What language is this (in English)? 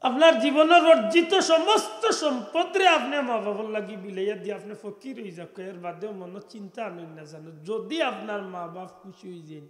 Sylheti